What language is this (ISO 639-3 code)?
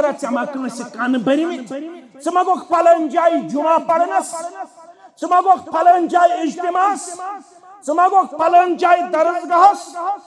kas